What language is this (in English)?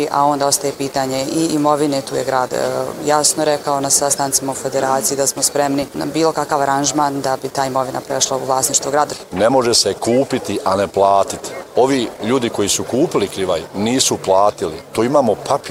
Bosnian